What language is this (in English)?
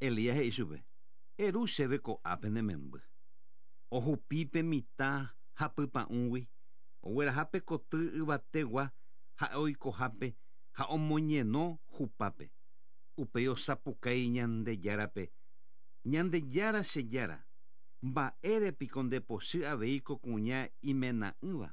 Guarani